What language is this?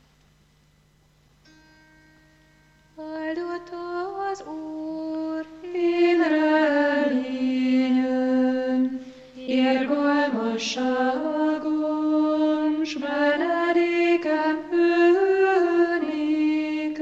Hungarian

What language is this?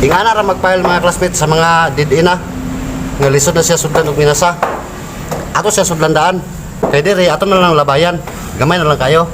Cebuano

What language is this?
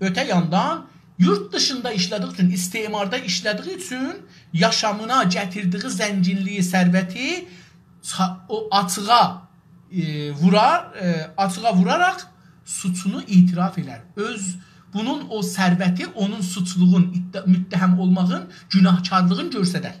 South Azerbaijani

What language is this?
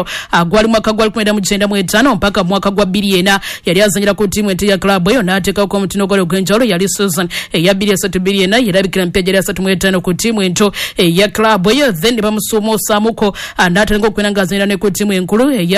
Ganda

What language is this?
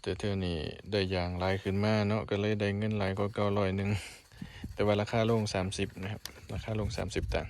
Lao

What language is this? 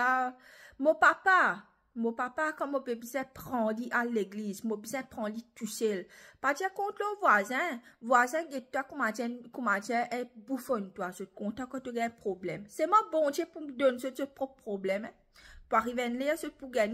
Morisyen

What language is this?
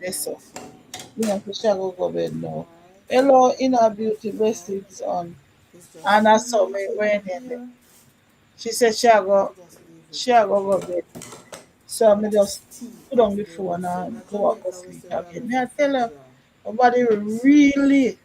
Jamaican Creole English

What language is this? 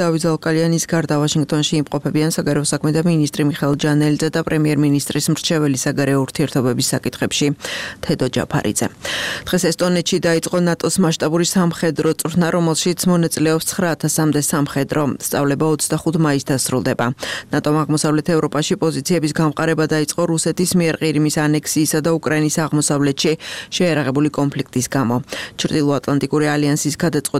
Georgian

